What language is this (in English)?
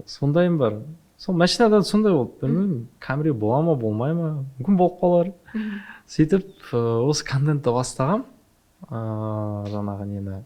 Kazakh